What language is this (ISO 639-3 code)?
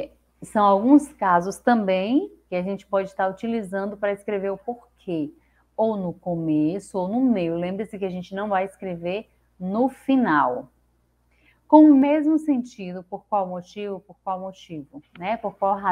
por